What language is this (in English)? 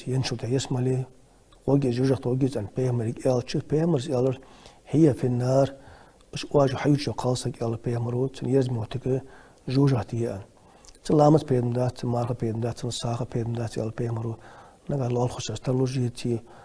Ingush